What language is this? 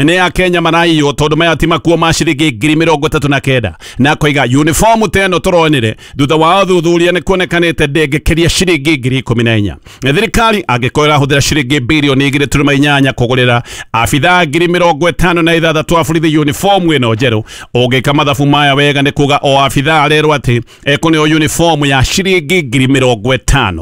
Kikuyu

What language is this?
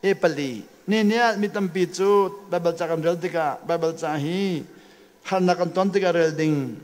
Hakha Chin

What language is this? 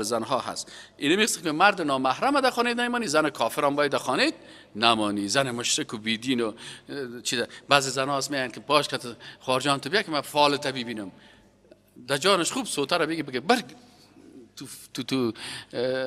Persian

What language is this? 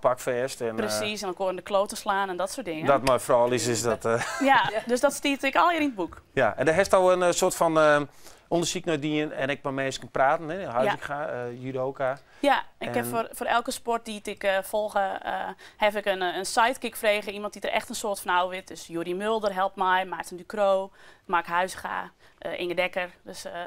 Western Frisian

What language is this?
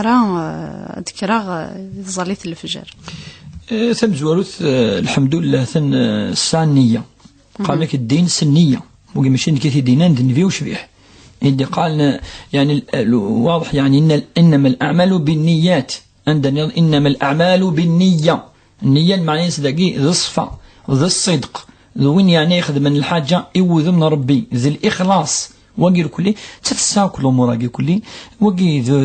Kabyle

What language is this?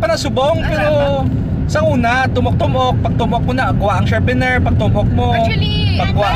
Hiligaynon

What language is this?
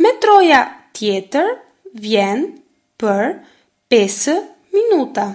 Albanian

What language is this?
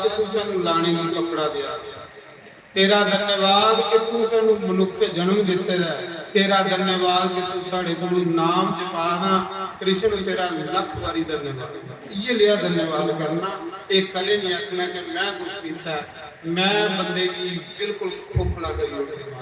Dogri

